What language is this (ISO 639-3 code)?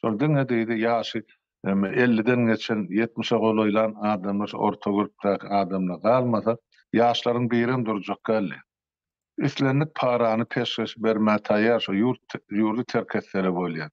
tuk